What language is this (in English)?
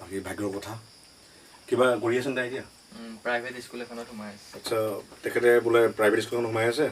Assamese